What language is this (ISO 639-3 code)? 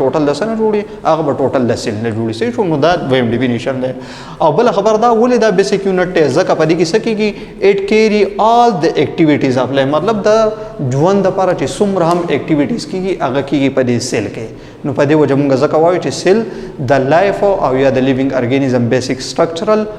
pus